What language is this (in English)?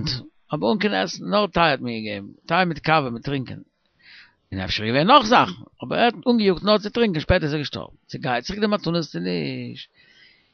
Yiddish